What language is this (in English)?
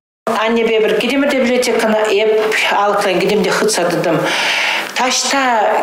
Chuvash